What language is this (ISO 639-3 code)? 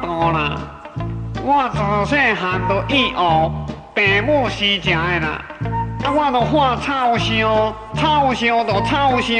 nan